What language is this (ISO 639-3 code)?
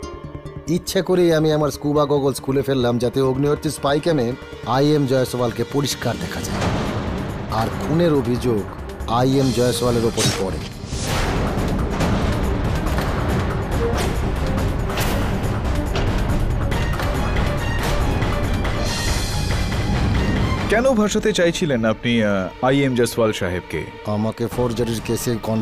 ben